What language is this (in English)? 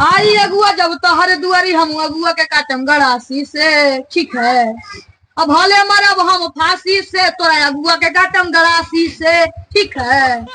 Magahi